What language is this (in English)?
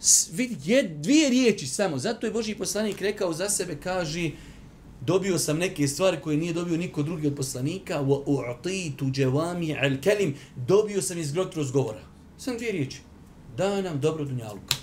Bosnian